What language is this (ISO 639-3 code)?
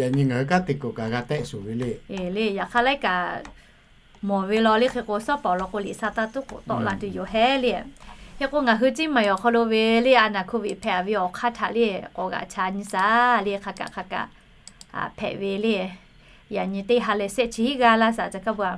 lhu